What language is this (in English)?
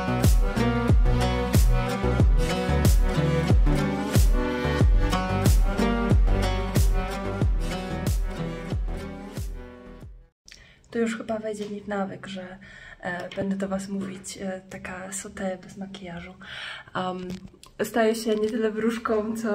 Polish